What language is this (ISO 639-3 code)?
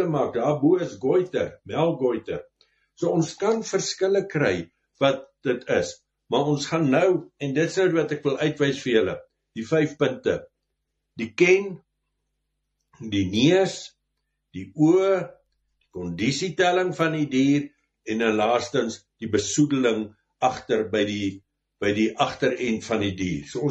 afr